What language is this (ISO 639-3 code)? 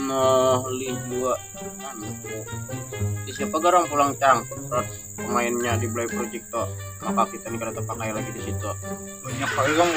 bjn